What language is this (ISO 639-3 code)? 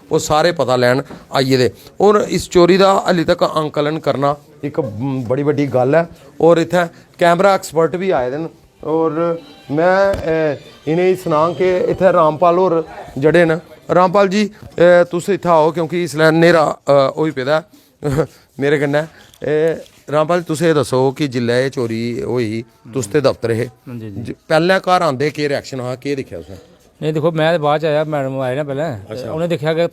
doi